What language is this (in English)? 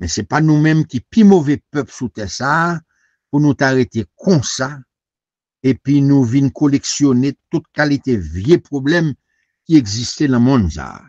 Haitian Creole